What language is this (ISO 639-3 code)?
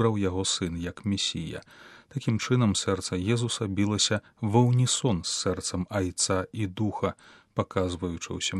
bel